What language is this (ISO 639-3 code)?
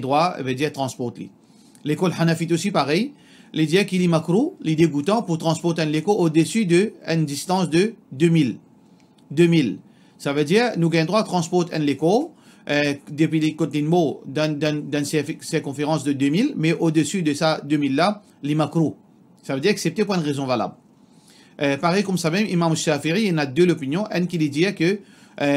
mfe